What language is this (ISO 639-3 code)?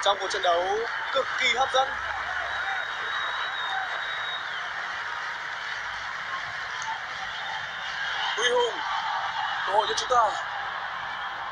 vie